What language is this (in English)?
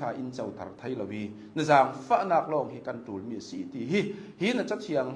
Hakha Chin